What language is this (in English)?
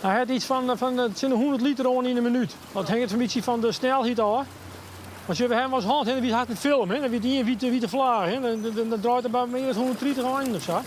Western Frisian